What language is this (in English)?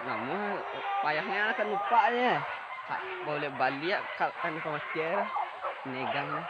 Minangkabau